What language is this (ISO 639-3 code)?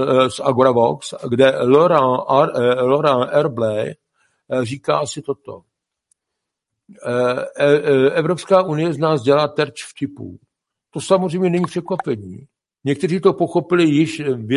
ces